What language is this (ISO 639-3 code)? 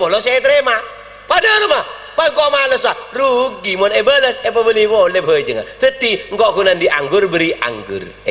mad